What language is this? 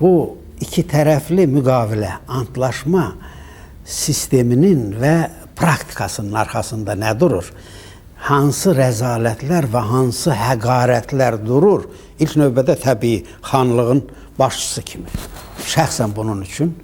Azerbaijani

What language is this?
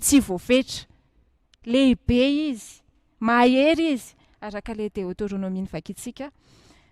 Malagasy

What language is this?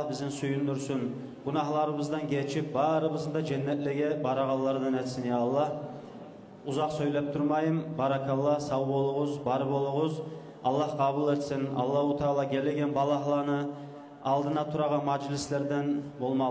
Kumyk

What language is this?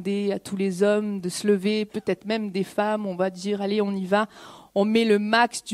French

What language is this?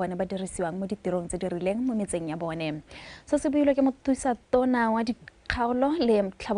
Tswana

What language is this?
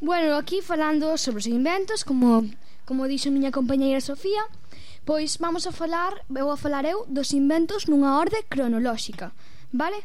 Galician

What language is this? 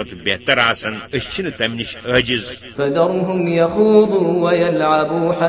Kashmiri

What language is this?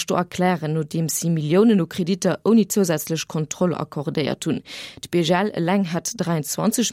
Luxembourgish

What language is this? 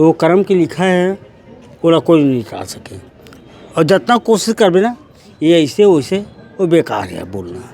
Chhattisgarhi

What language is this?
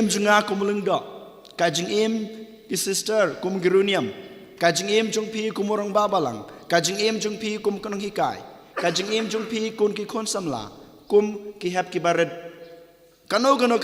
Khasi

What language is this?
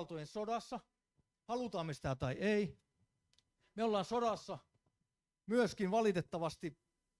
Finnish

